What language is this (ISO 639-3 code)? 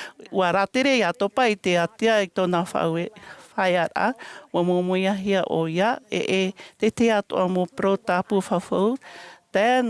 tah